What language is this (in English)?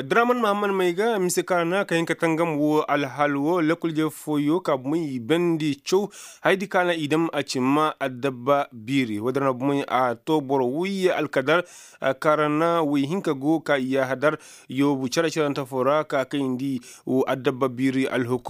Koyraboro Senni